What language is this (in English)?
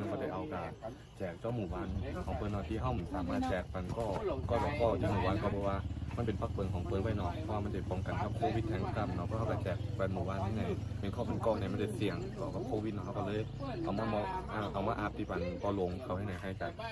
Shan